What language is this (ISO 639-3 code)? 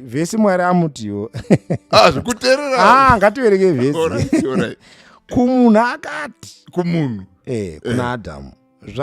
sna